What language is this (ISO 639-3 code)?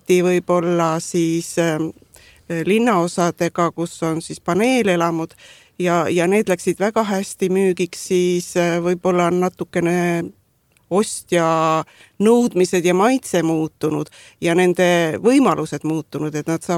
est